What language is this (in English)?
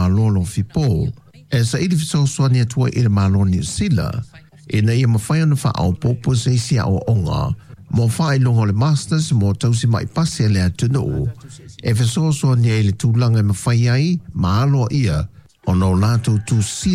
Samoan